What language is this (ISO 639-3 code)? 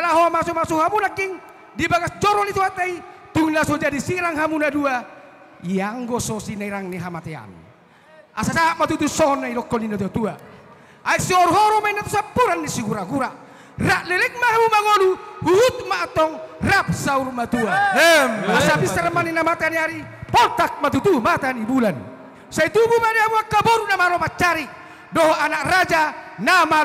bbc